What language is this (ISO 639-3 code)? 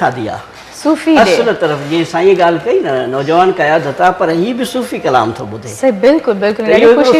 snd